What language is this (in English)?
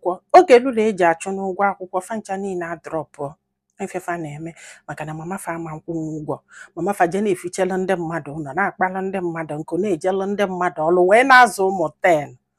Igbo